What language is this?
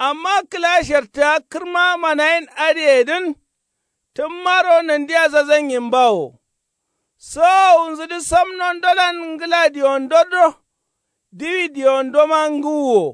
Kanuri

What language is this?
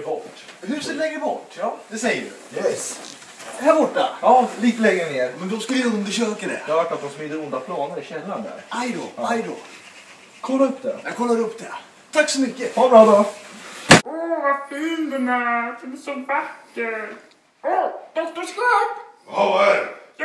Swedish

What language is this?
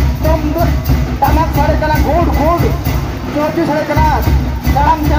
Santali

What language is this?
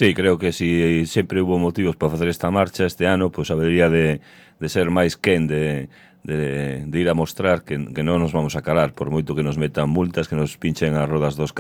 Galician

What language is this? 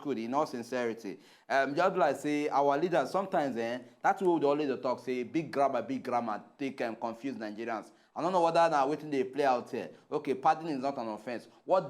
Nigerian Pidgin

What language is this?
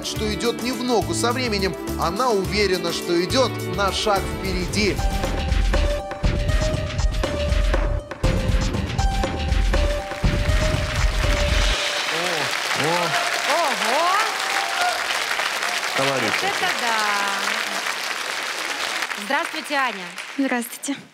Russian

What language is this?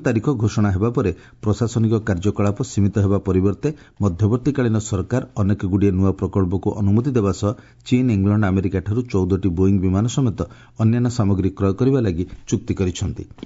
Odia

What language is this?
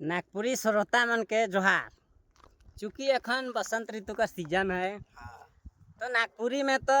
Sadri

